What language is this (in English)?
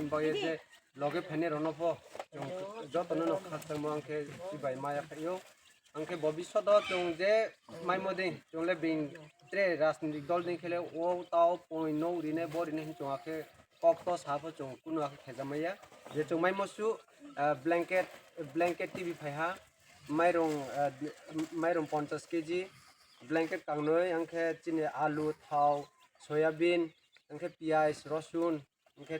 Kok Borok